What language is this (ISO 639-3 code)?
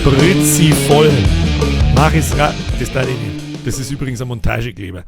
bar